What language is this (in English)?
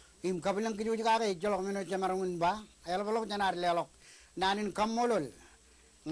Marshallese